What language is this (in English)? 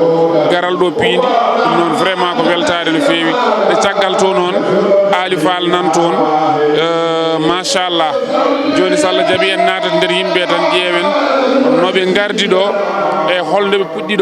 Fula